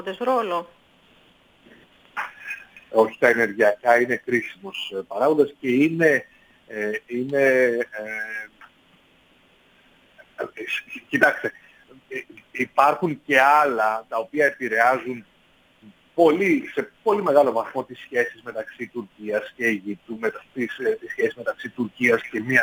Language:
Greek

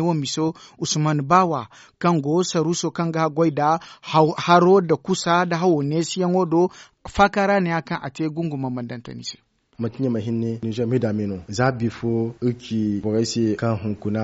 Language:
Zarma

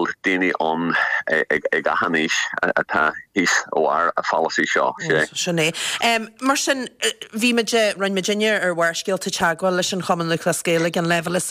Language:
Irish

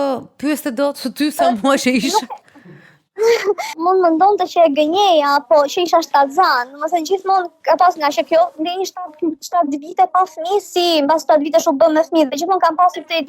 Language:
Albanian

